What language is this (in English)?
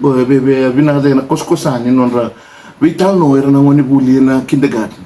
Fijian